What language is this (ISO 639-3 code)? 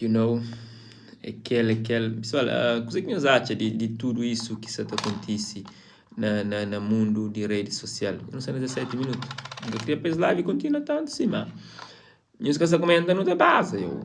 kea